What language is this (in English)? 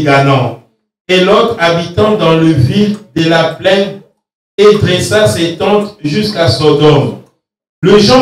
French